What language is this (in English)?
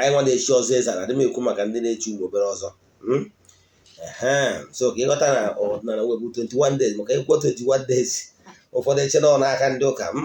Igbo